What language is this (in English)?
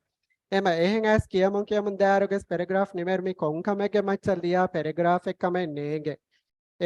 Divehi